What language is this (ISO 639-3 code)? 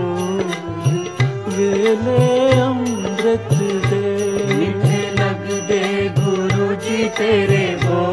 pan